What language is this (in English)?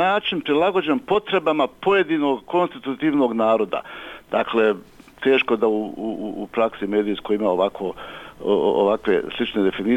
Bosnian